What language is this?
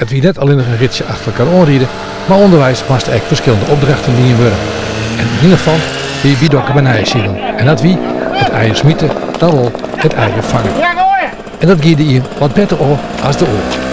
Western Frisian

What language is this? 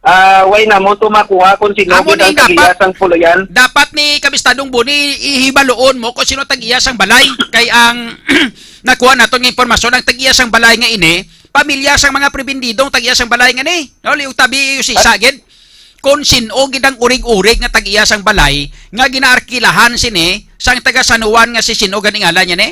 Hiligaynon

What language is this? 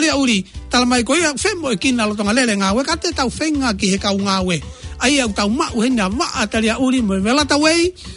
Tongan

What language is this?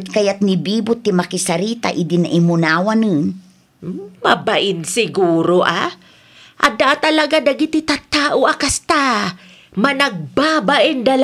Iloko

